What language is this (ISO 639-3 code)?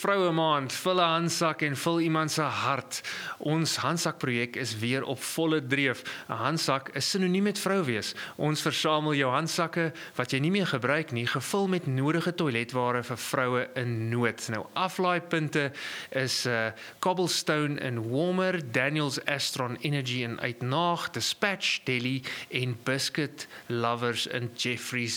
afr